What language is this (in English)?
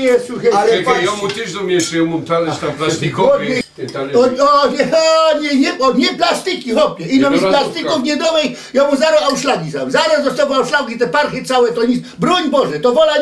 Silesian